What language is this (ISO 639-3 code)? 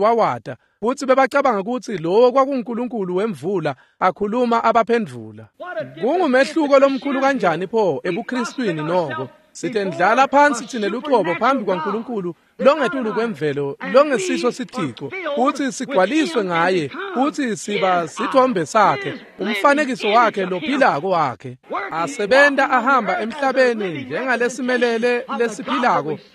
ssw